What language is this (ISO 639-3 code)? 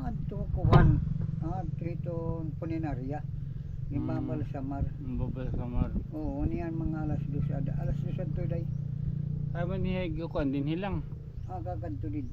war